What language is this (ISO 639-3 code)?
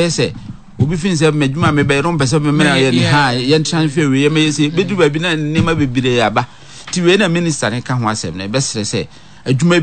aka